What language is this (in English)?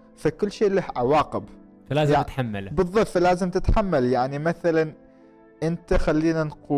Gulf Arabic